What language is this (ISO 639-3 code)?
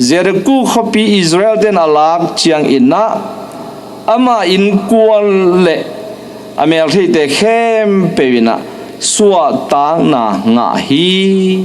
ctd